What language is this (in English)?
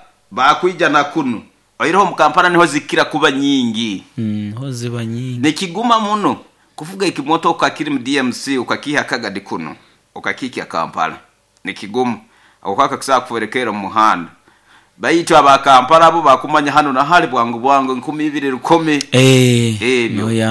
Nyoro